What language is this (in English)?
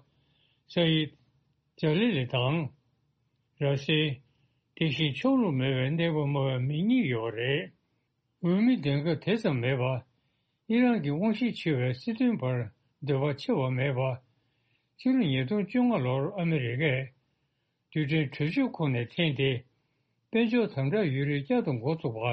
Tibetan